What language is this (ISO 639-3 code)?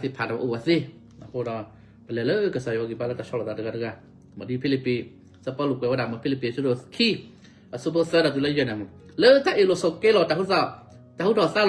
ksw